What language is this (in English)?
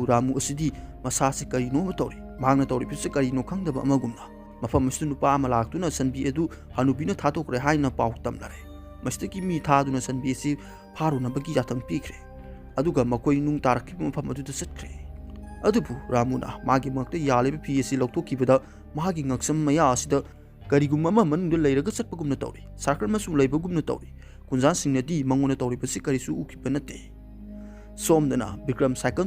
Manipuri